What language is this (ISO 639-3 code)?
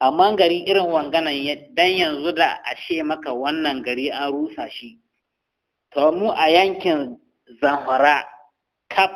hau